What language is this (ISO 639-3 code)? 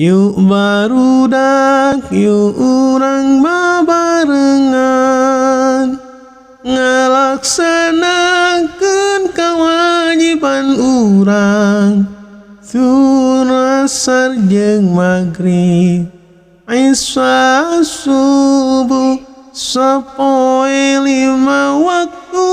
sun